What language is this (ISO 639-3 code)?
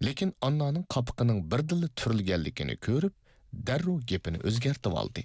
uig